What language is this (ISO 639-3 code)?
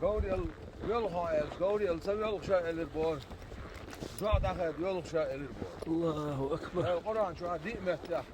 che